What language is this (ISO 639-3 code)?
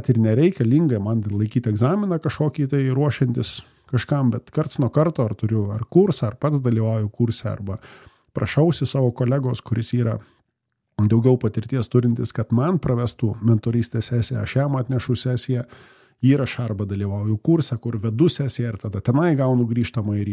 lit